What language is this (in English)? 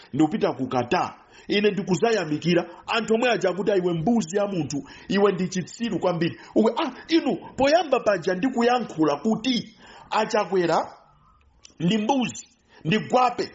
Nyanja